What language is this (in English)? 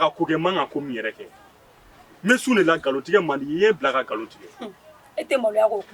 Bambara